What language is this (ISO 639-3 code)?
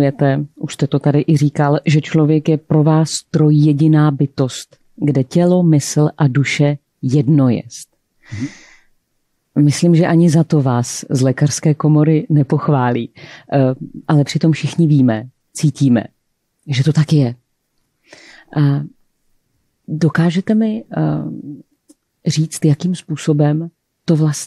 ces